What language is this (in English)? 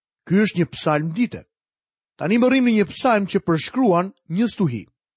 Albanian